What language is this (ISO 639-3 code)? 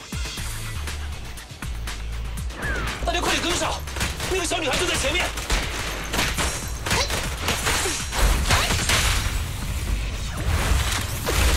zho